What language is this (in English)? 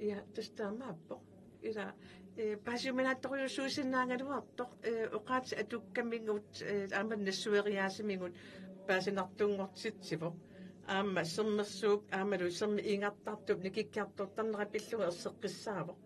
Kalaallisut